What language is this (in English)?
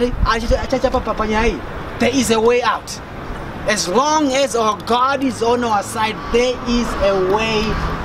Shona